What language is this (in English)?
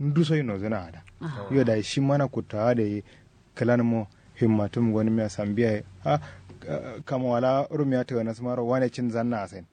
Kanuri